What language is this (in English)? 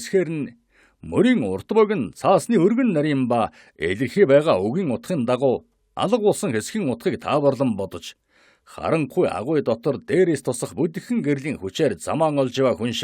Mongolian